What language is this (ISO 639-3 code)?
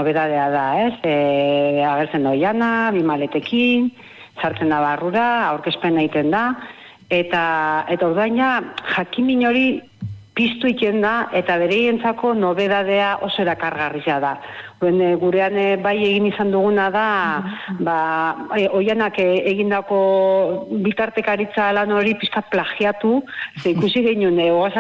eus